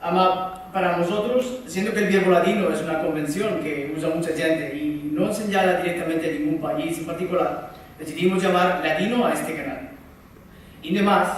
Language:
Ladino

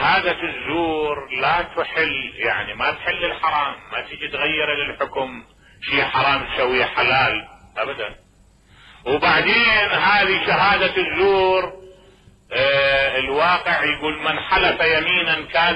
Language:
Mesopotamian Arabic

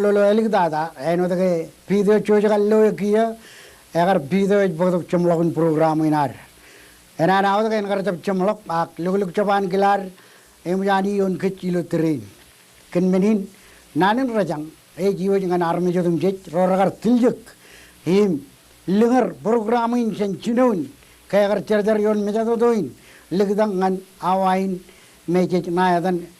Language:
Marshallese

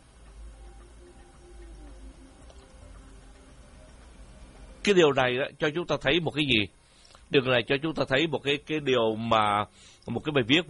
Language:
Vietnamese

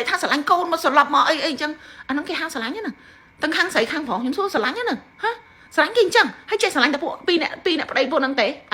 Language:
Khmer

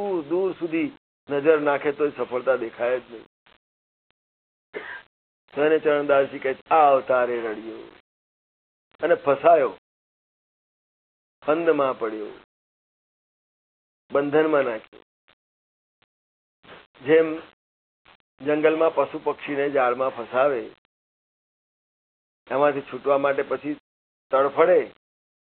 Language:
Gujarati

